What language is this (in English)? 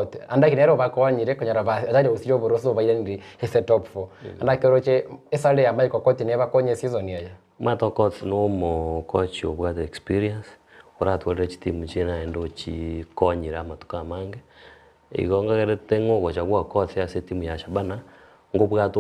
Gusii